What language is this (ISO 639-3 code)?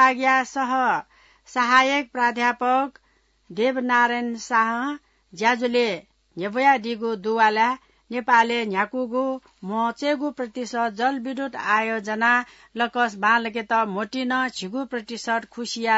new